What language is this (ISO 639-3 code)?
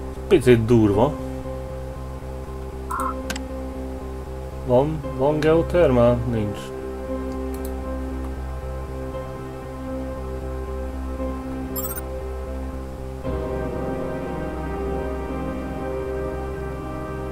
hun